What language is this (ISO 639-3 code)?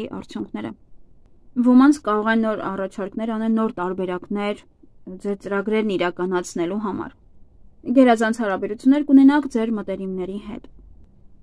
hye